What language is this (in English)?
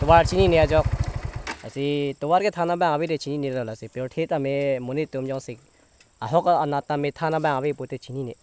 Karbi